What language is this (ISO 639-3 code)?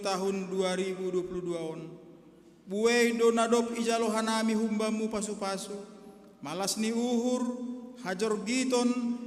bts